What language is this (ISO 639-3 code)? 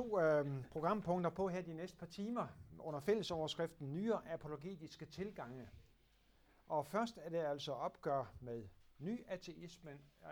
dan